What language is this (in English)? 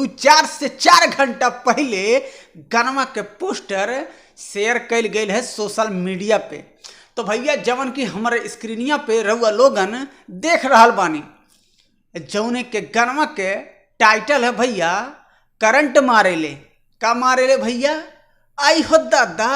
Bhojpuri